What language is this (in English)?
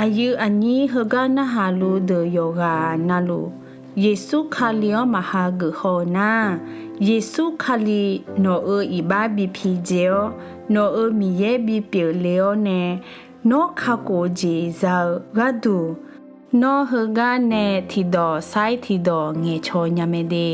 Akha